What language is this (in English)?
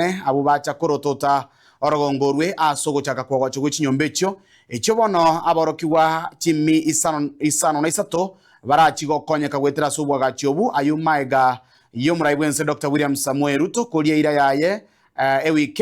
Gusii